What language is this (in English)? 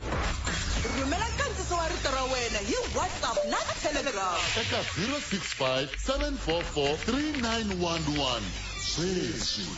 Tsonga